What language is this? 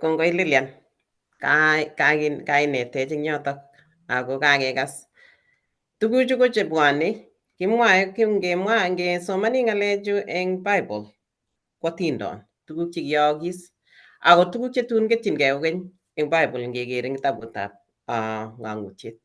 Kalenjin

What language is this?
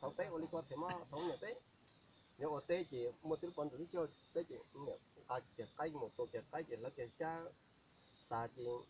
Hmong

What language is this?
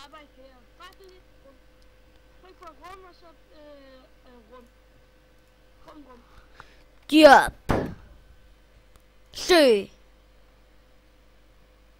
Danish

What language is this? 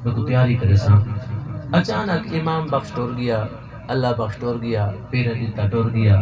Saraiki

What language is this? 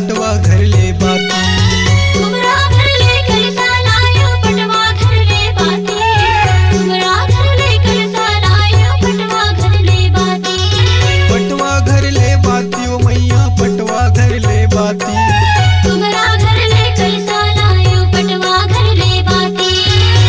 Chhattisgarhi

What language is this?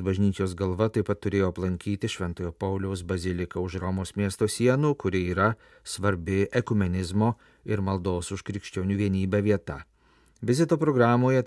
Lithuanian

